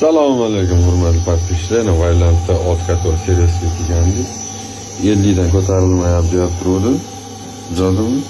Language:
Uzbek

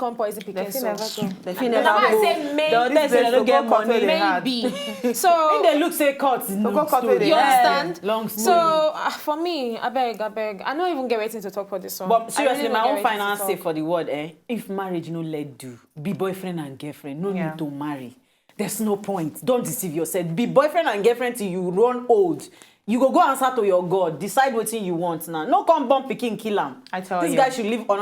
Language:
Nigerian Pidgin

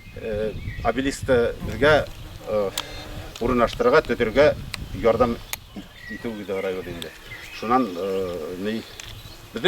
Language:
Bashkir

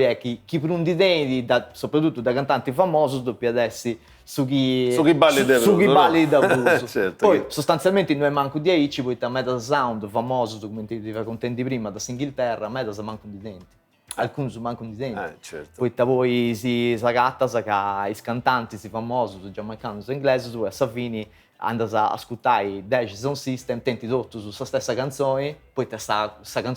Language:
Sardinian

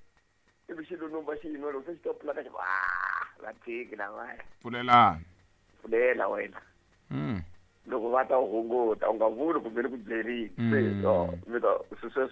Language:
Tsonga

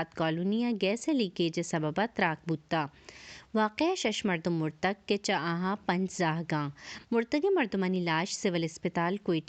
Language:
Baluchi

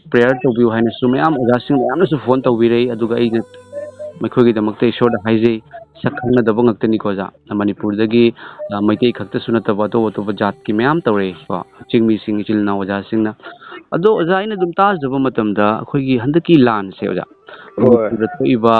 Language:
Manipuri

